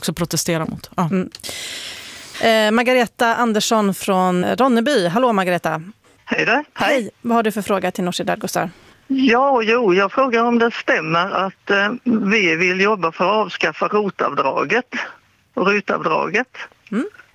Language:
Swedish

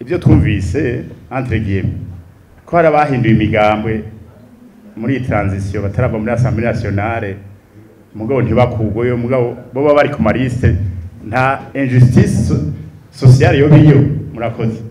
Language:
Rundi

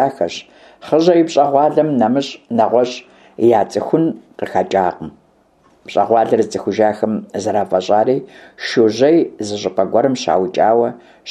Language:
Kabardian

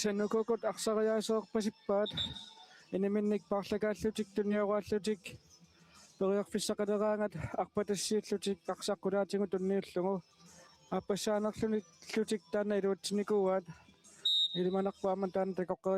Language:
Kalaallisut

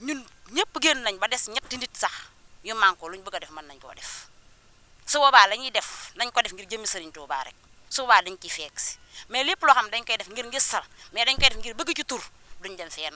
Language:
Wolof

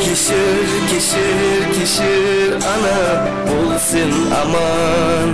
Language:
Kara-Kalpak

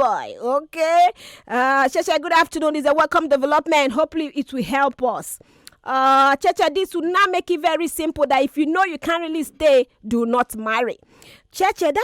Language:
Nigerian Pidgin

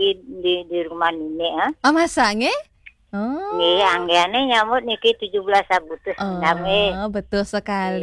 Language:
Balinese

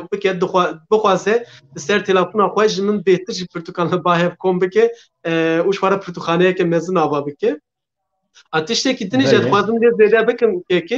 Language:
Kurdish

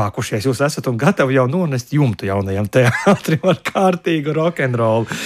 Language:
Latvian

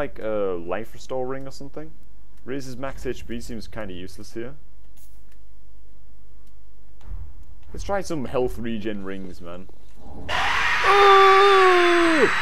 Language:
English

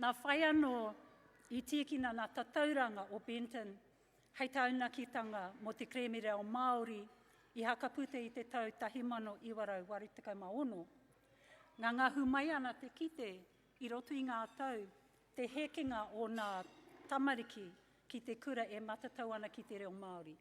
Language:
Māori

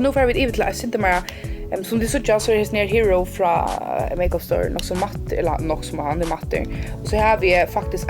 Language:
Faroese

